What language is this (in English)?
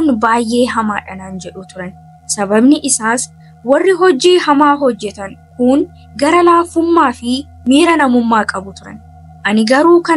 Oromo